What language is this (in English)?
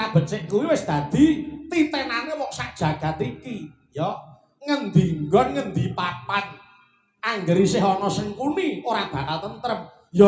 Javanese